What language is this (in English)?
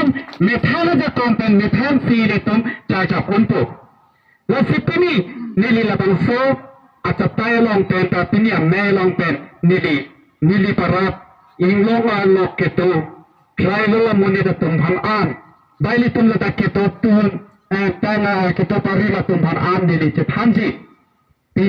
Karbi